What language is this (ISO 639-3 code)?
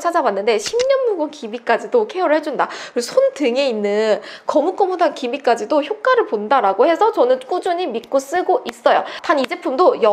kor